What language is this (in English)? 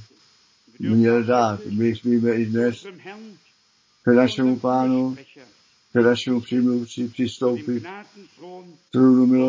Czech